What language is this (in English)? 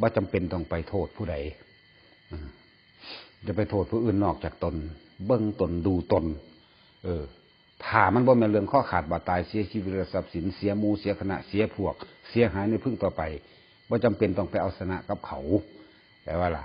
Northeastern Thai